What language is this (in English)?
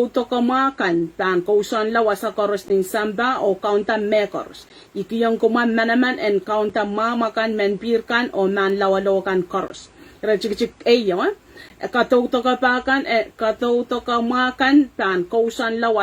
Pohnpeian